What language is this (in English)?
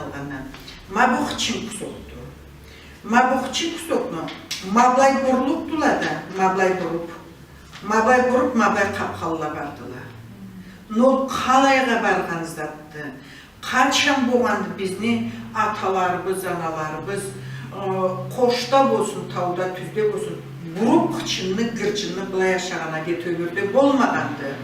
Karachay-Balkar